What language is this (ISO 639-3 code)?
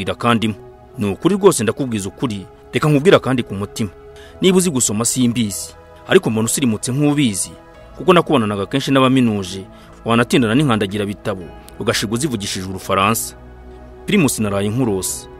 kin